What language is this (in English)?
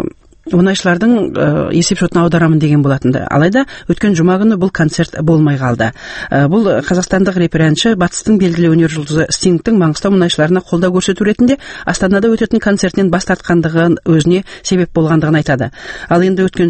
Kazakh